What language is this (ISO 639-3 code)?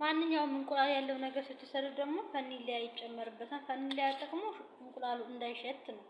amh